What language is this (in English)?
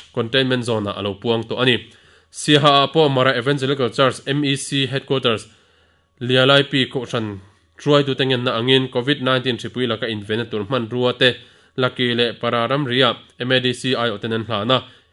Mizo